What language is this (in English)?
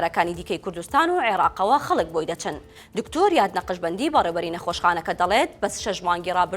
Central Kurdish